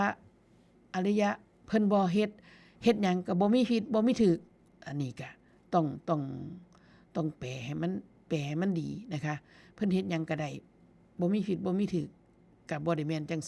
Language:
Northeastern Thai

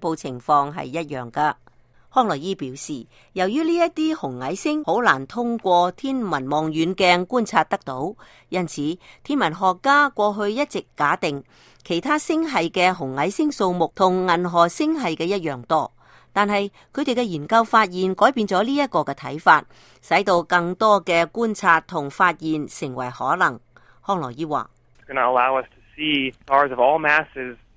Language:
Cantonese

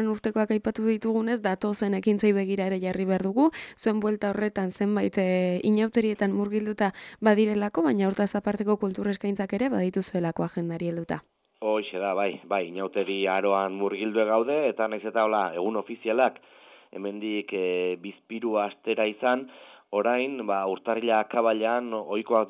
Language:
Basque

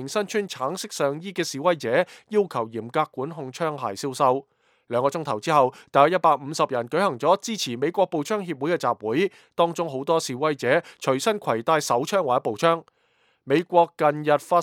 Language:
Cantonese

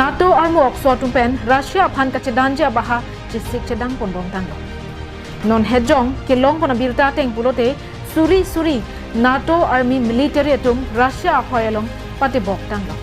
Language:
Karbi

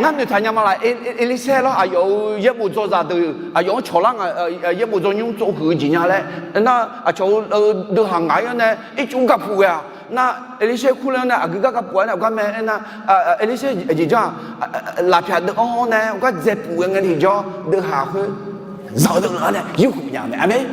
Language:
Akha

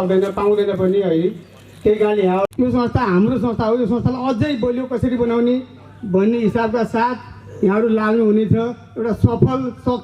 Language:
Nepali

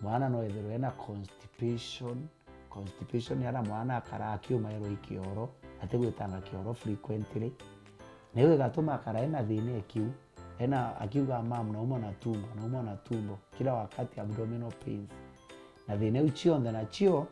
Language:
Meru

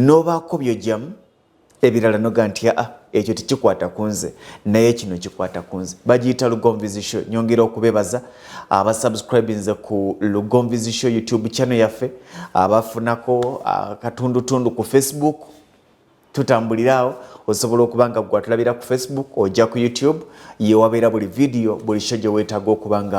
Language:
Ganda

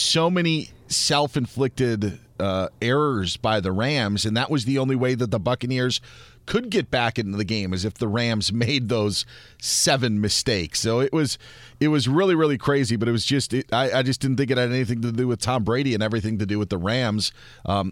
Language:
English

